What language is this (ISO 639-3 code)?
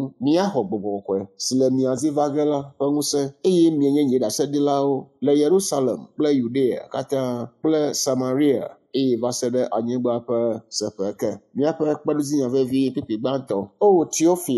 ewe